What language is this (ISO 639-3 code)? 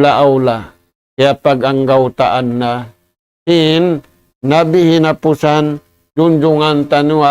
tsg